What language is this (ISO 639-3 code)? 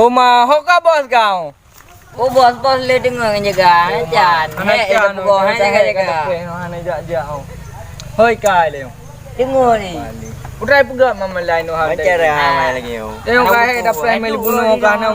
ace